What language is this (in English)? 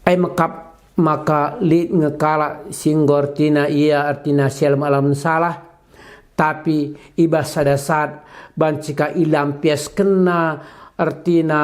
Batak Karo